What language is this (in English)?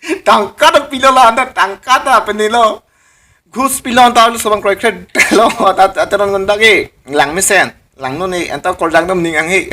Karbi